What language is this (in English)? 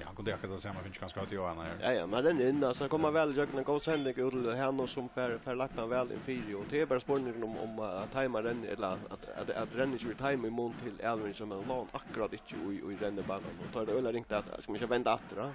Faroese